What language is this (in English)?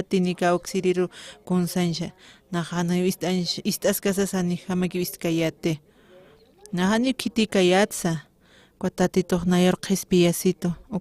Aymara